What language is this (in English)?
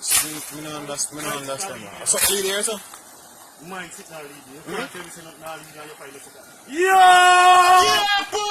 Jamaican Creole English